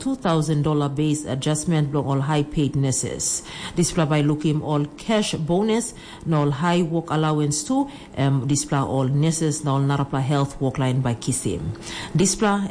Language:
Tok Pisin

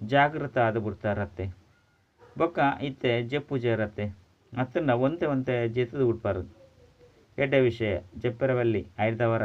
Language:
Tulu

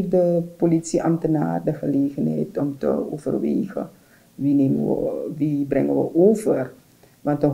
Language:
Dutch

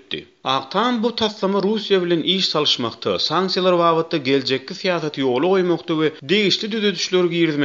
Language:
Turkmen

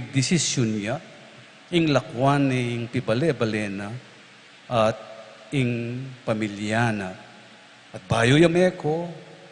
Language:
Pampanga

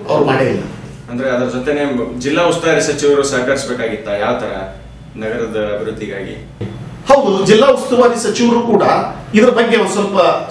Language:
Kannada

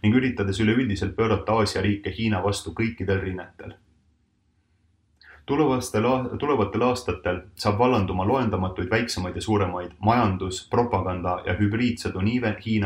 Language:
Estonian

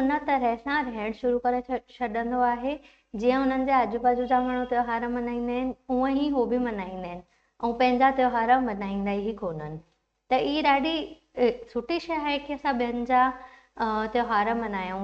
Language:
Sindhi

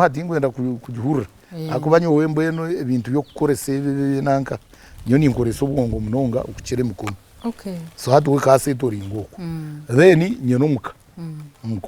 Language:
Nyankole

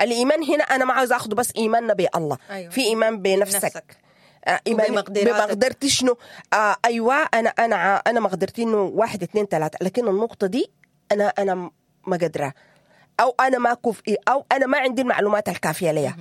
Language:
Sudanese Arabic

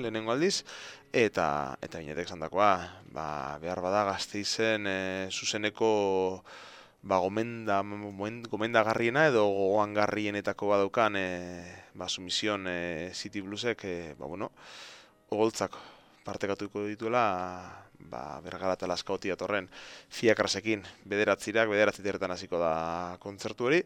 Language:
Basque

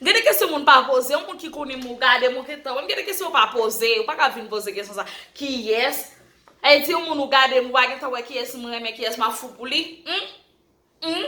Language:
Haitian Creole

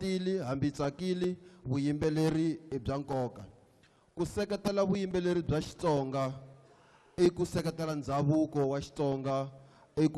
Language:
Tsonga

